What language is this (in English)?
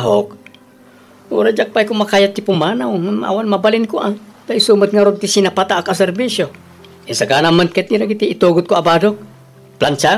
Iloko